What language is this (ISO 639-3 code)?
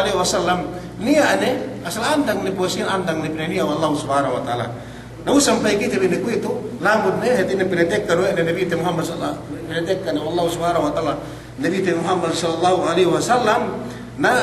yka